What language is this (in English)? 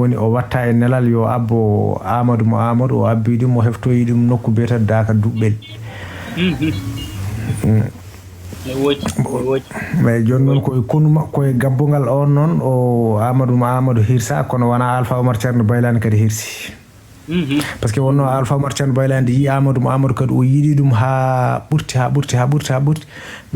Fula